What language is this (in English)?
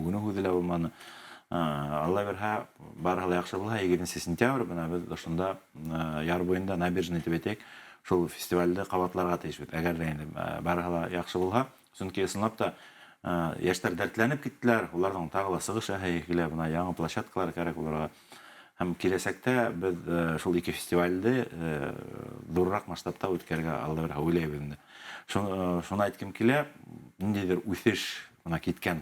Bashkir